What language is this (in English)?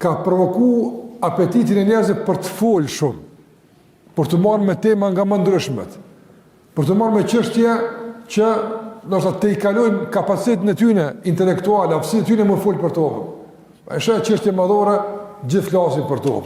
Albanian